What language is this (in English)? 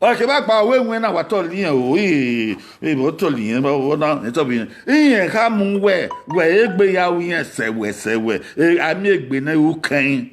Bini